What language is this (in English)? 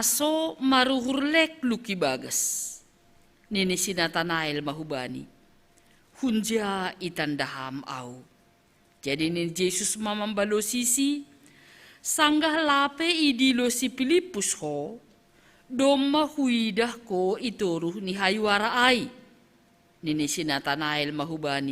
Batak Simalungun